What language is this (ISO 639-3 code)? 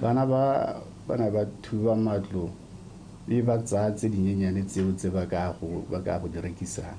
tsn